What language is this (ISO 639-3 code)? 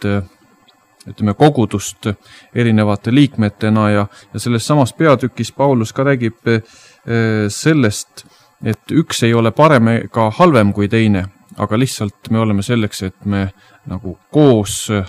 est